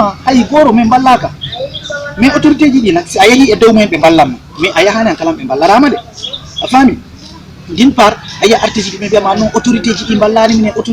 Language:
Fula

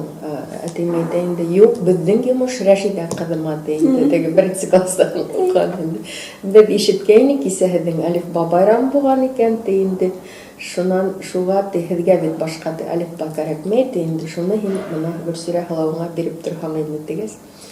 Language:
Bashkir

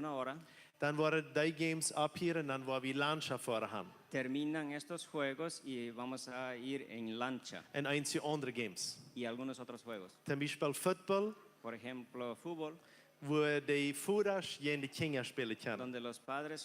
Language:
Plautdietsch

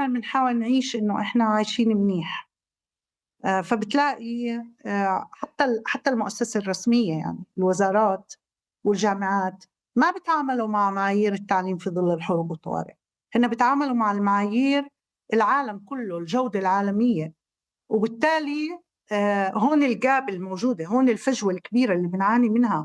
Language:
North Levantine Arabic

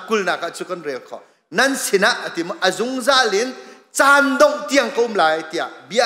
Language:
Hakha Chin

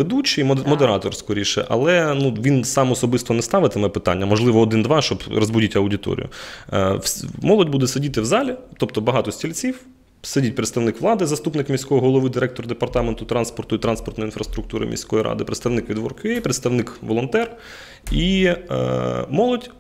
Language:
Ukrainian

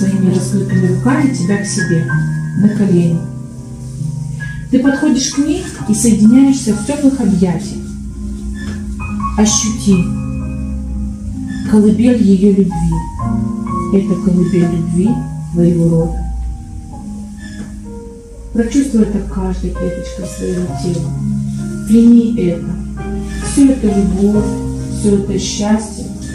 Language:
Russian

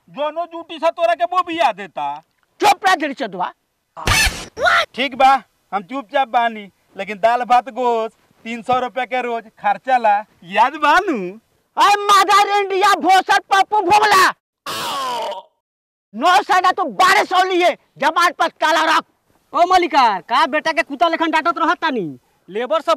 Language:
Bhojpuri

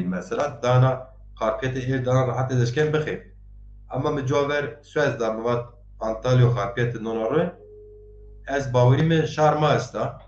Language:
Zaza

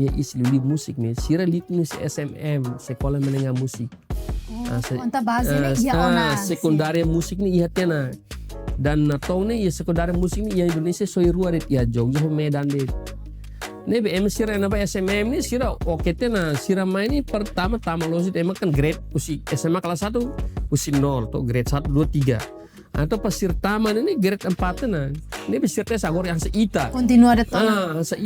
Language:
Tetum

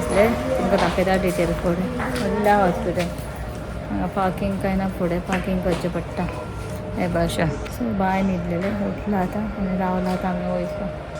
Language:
Konkani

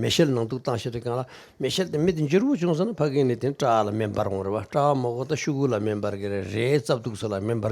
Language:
Tibetan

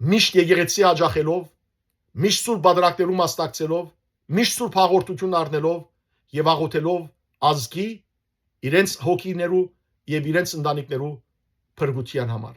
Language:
Western Armenian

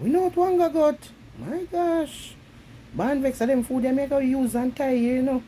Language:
Jamaican Creole English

